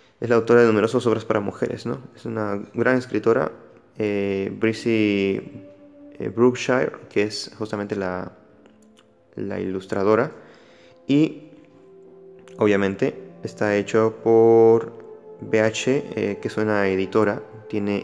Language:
Spanish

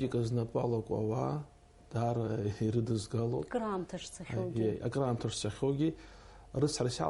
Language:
Abkhazian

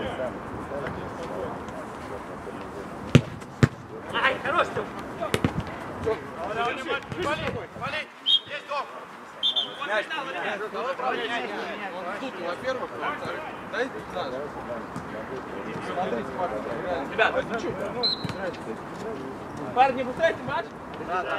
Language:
Russian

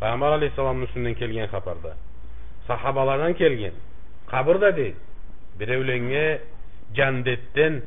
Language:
Karachay-Balkar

